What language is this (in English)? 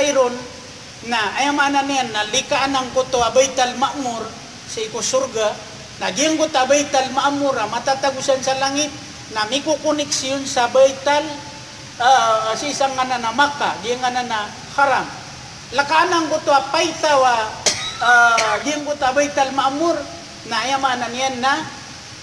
Maranao